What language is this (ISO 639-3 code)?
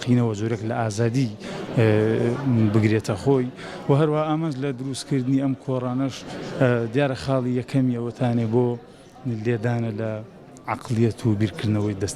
ckb